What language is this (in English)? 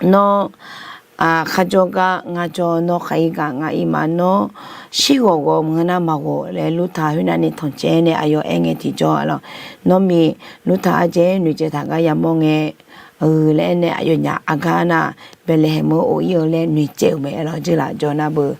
Akha